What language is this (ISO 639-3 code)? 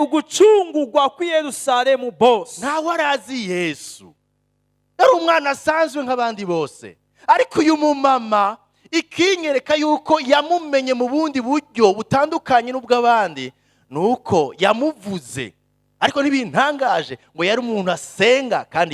run